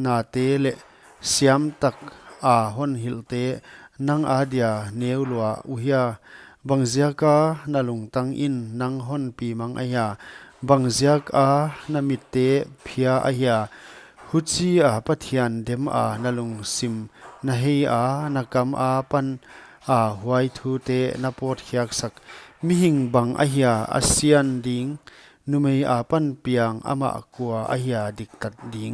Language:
Paite Chin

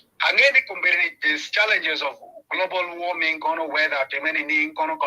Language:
Acoli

